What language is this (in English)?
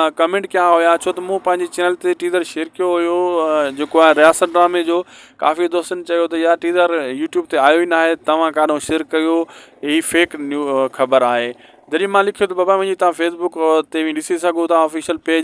Sindhi